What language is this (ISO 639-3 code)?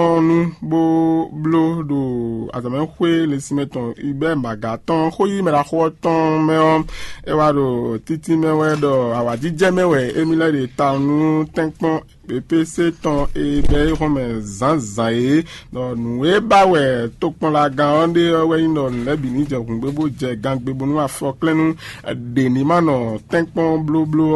fon